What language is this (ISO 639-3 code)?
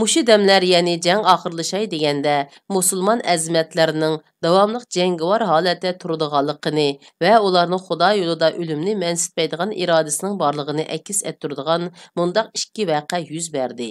uig